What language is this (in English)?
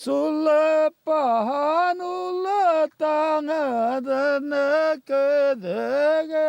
Bashkir